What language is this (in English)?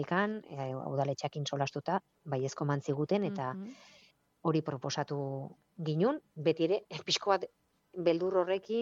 Basque